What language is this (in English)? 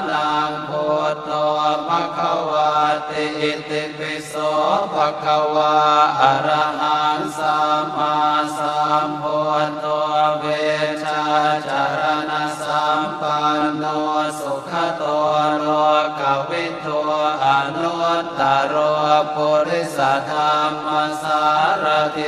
Pali